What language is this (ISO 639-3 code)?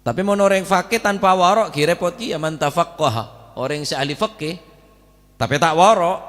mad